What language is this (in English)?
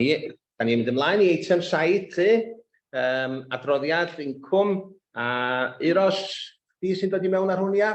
Welsh